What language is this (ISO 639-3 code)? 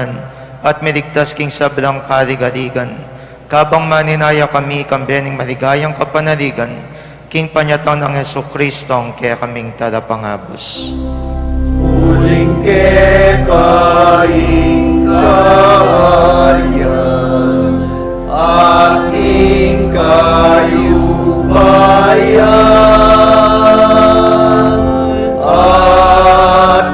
pam